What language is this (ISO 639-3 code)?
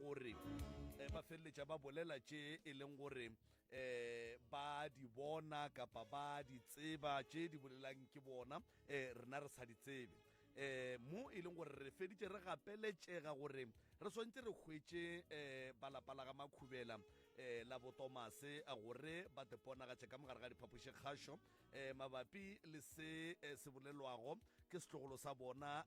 nso